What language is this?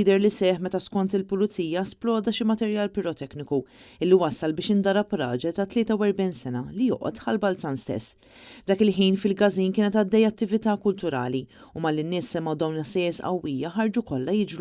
Maltese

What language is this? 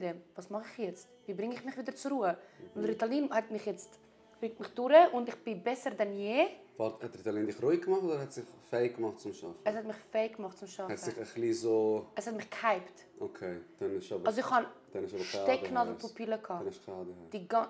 Swiss German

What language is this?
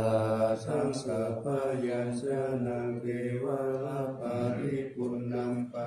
Pali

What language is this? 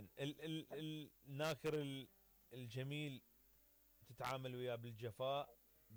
Mesopotamian Arabic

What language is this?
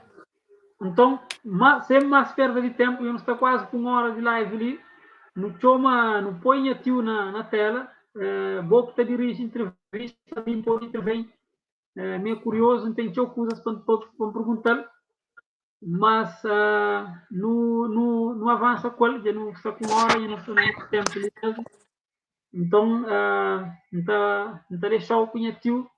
Kabuverdianu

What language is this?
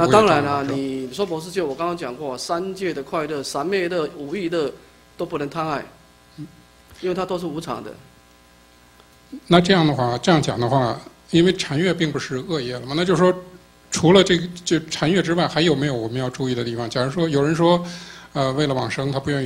Chinese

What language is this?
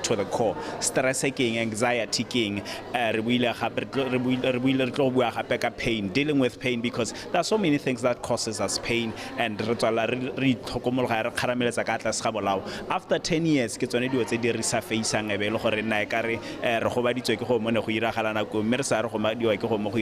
Tswana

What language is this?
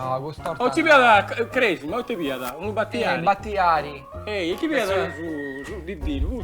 Sardinian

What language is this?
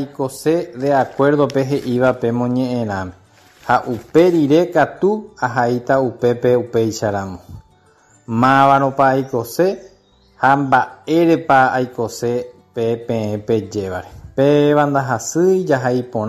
Guarani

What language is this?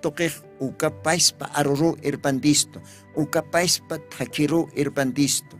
Aymara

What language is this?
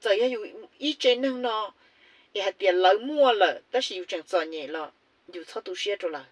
Hmong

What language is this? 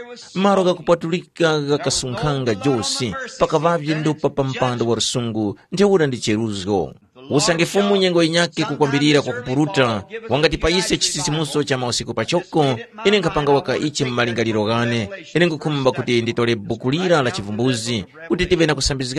Tumbuka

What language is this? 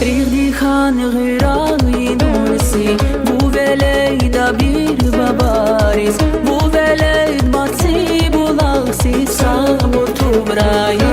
Tabassaran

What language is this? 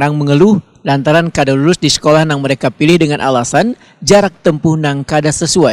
Banjar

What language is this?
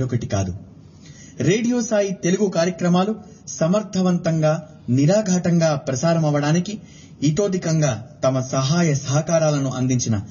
Telugu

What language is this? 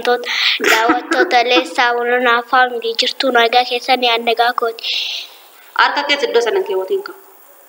Oromo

